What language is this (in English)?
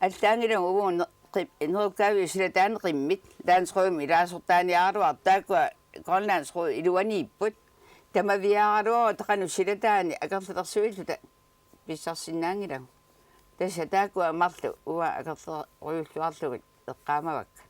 Kalaallisut